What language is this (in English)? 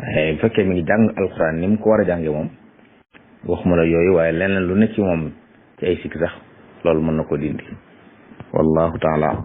Wolof